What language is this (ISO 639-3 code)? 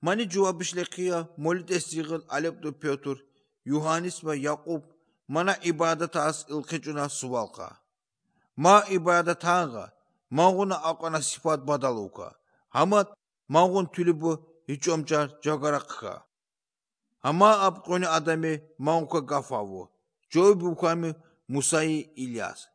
aze